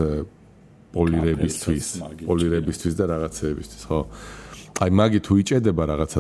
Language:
Georgian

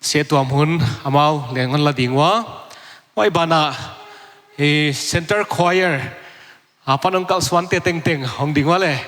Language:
Paite Chin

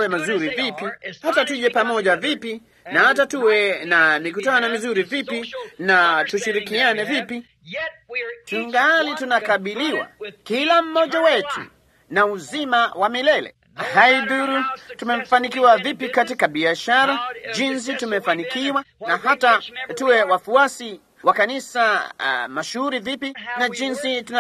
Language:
Swahili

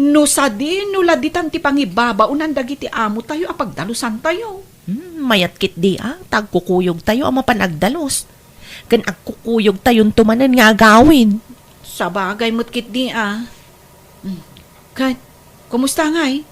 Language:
Iloko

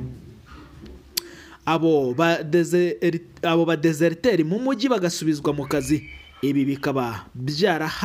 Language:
Kinyarwanda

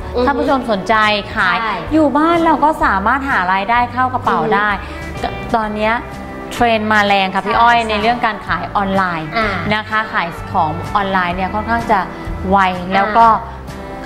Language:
Thai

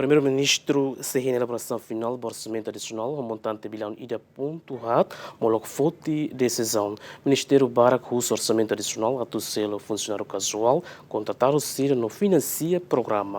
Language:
Tetum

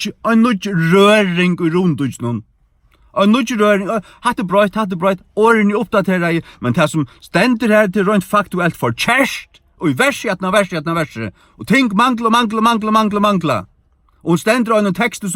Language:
Faroese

